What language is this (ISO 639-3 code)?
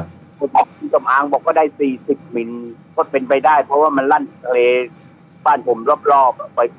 tha